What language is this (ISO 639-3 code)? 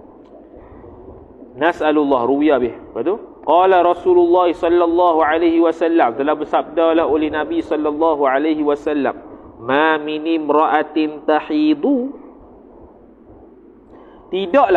msa